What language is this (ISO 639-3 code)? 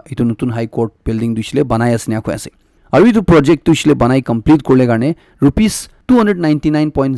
nag